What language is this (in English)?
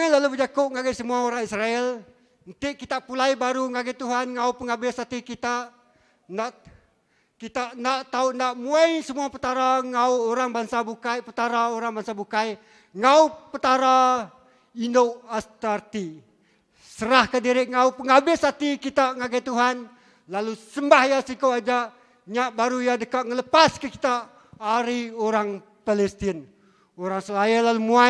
Iban